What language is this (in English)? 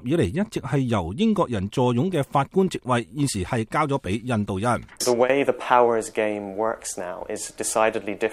Cantonese